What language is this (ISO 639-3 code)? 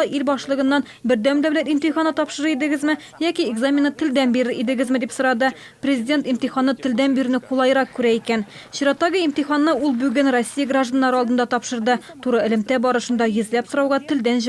tat